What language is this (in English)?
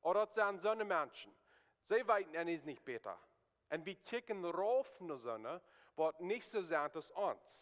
Plautdietsch